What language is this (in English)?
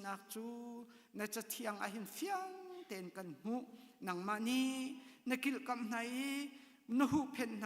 Hakha Chin